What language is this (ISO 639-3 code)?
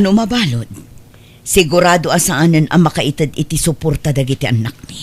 ilo